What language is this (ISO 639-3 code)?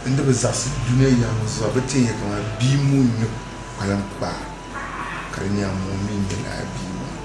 dag